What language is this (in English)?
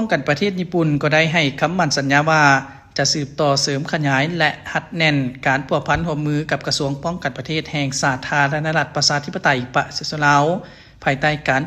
Lao